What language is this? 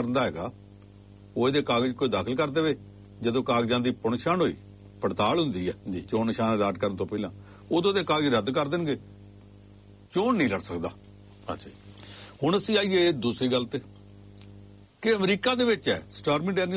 Punjabi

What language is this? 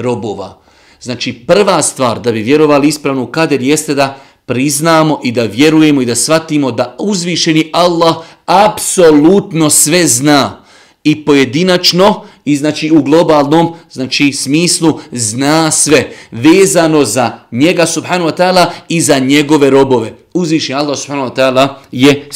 Bosnian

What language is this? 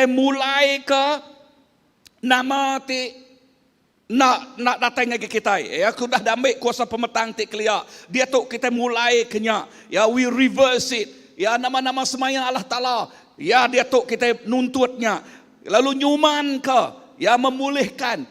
Iban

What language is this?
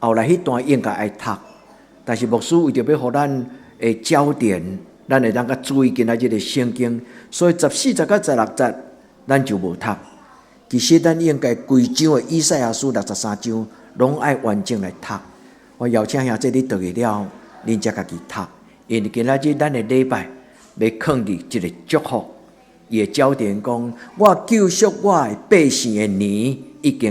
Min Nan Chinese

